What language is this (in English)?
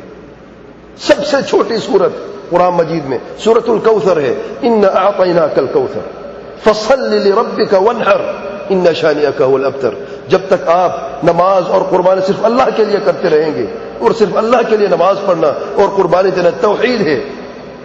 Urdu